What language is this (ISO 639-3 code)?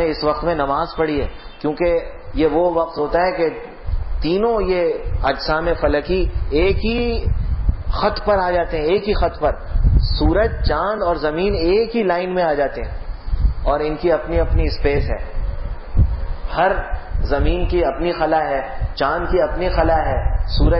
urd